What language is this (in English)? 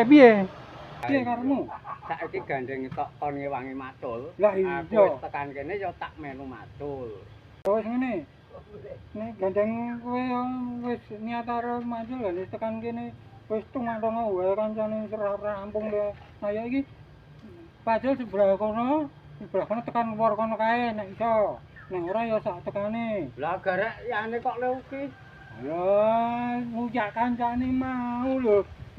Javanese